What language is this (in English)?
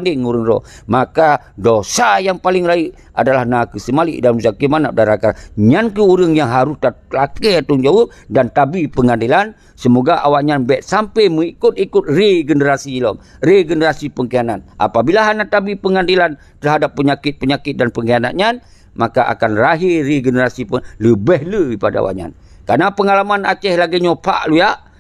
Achinese